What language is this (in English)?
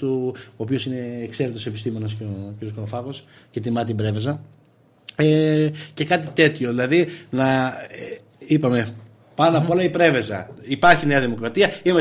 Greek